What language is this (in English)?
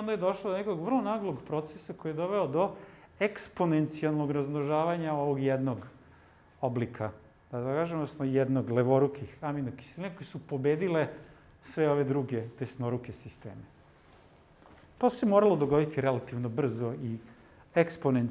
Serbian